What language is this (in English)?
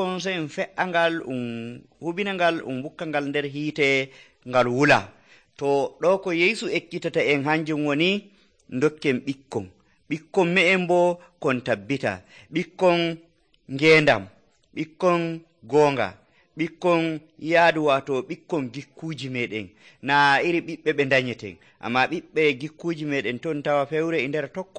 Nigerian Fulfulde